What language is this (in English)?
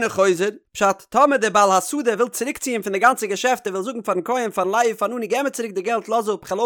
Yiddish